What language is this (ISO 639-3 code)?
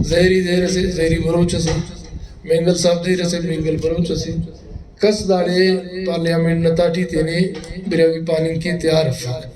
brh